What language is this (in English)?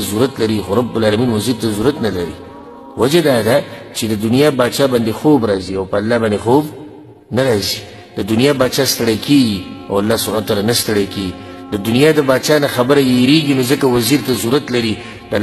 Pashto